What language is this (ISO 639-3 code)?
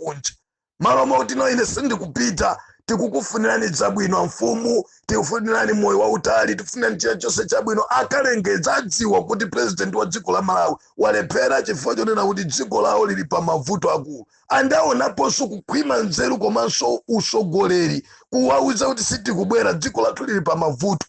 nya